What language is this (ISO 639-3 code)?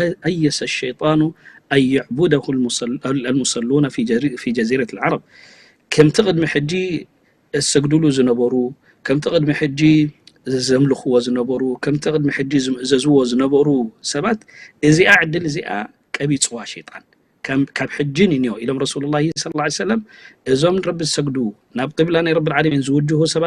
tir